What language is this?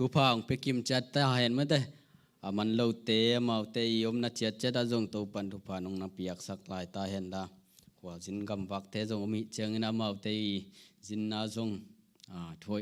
Tedim Chin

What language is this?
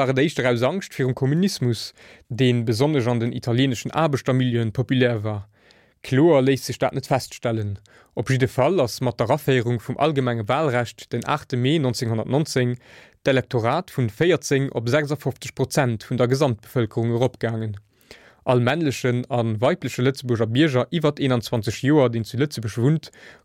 Luxembourgish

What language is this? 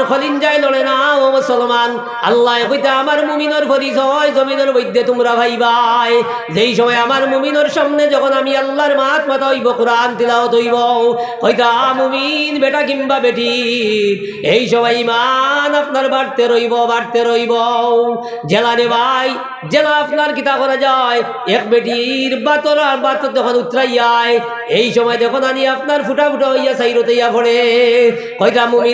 Sylheti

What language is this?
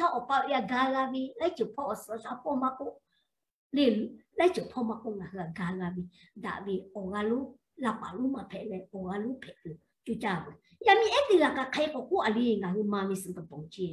Lahu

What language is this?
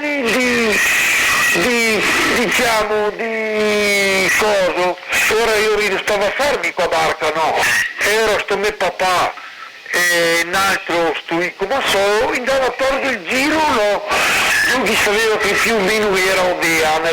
Venetian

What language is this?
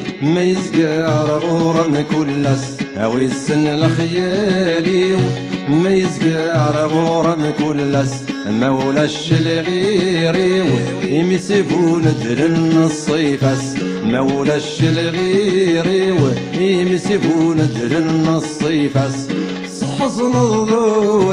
Kabyle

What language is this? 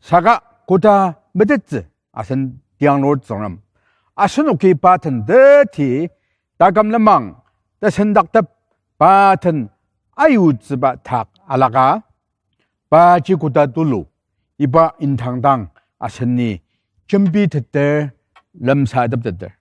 Ao Naga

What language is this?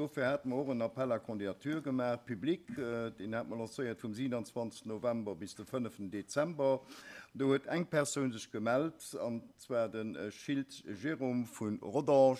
Luxembourgish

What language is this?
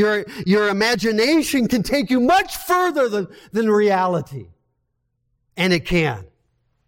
English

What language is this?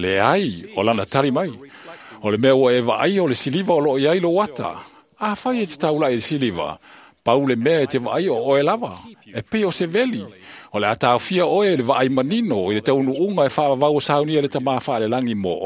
Samoan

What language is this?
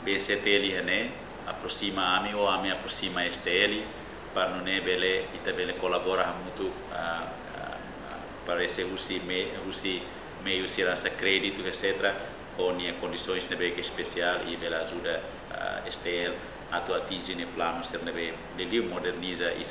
Tetum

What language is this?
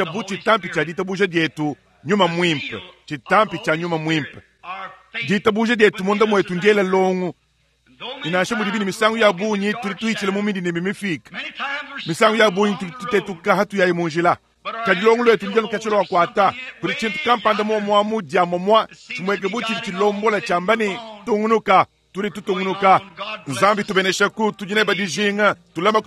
Luba-Lulua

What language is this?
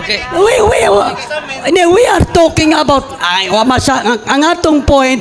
Cebuano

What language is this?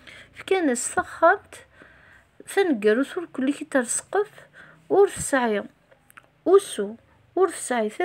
Kabyle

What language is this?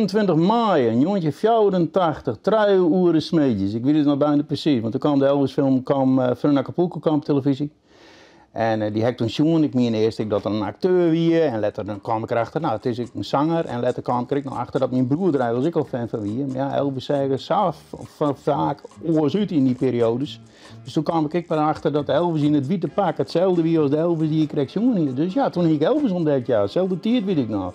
Western Frisian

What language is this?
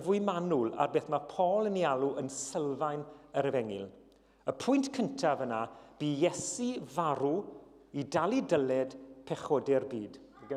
Welsh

